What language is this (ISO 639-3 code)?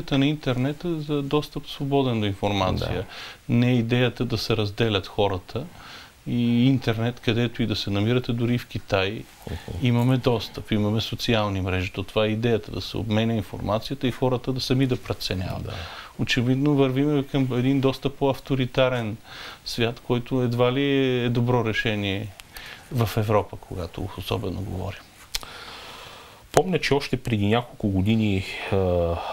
bul